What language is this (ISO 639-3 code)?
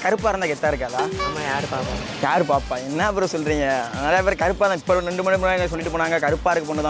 tam